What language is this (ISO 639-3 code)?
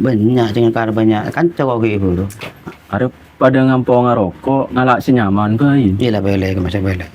mad